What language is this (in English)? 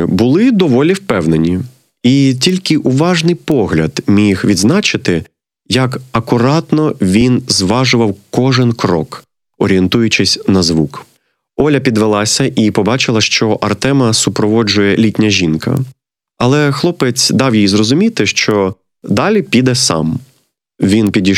Ukrainian